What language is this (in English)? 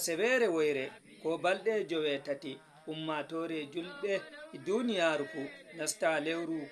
Fula